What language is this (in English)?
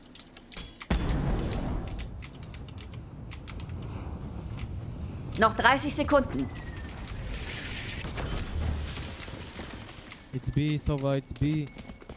German